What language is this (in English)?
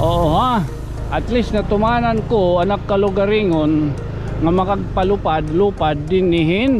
Waray